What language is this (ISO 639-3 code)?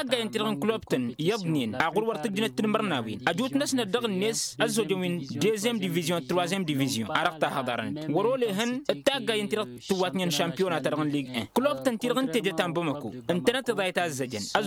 taq